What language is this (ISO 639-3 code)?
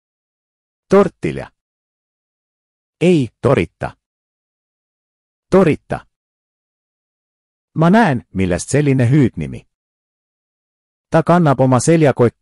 est